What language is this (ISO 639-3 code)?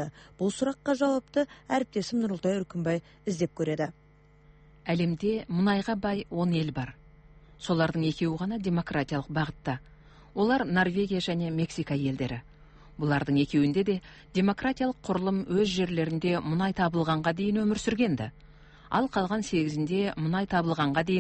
kaz